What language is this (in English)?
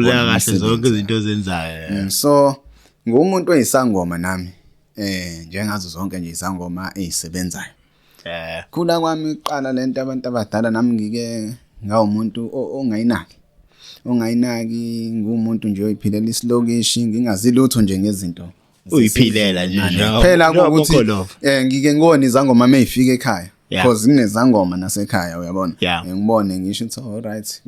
Zulu